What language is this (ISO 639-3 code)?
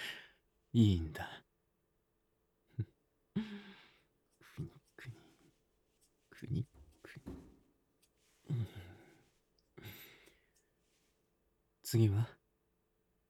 jpn